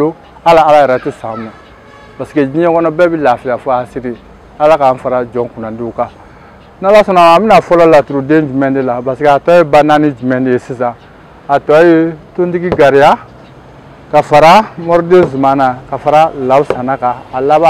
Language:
Bambara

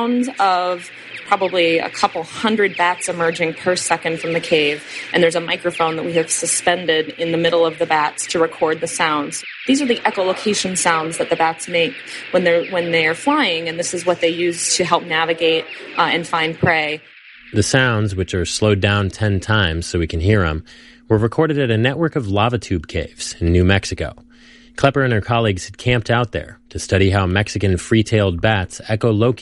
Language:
English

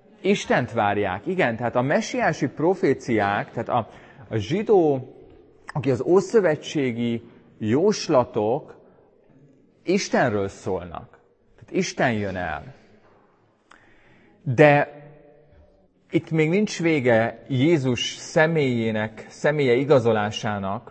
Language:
Hungarian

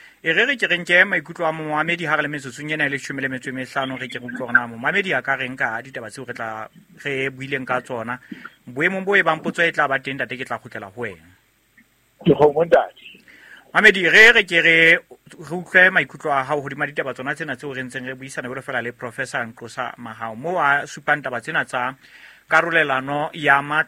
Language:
Southern Sotho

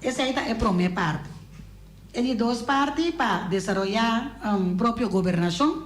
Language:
Papiamento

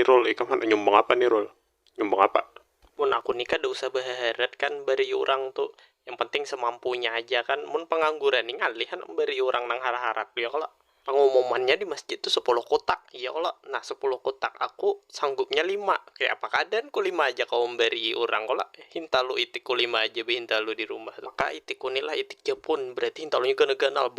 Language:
Banjar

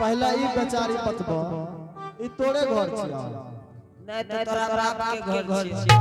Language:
Angika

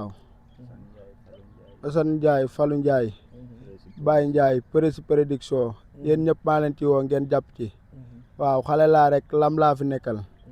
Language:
Wolof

